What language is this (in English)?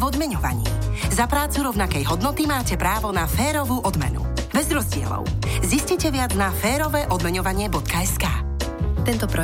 Slovak